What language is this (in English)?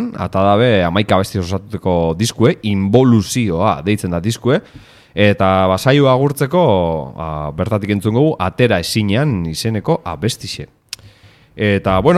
Basque